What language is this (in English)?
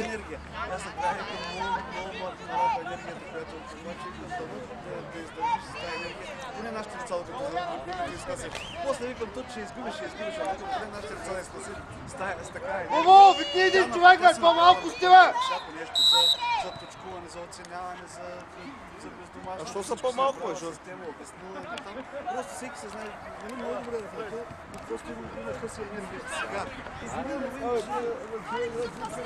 Bulgarian